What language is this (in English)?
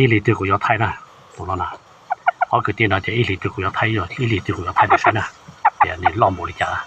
Hmong